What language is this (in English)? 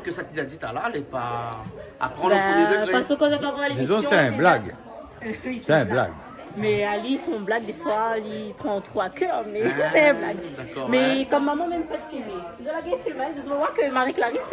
Réunion Creole French